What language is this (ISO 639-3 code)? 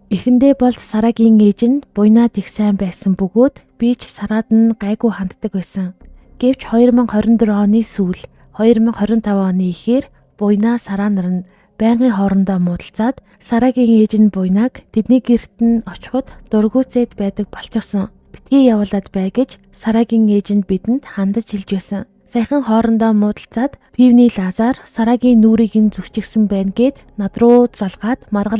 mon